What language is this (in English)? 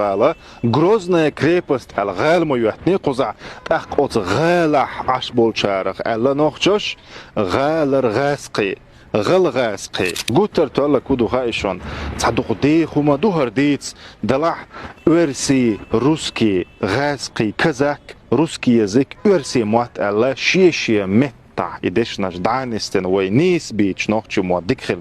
Chechen